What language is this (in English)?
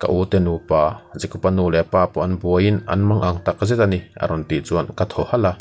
Mizo